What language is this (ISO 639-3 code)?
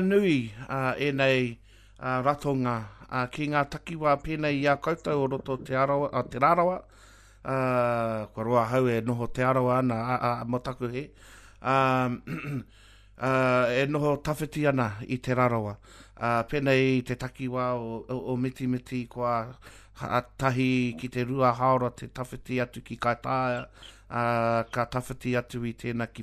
mri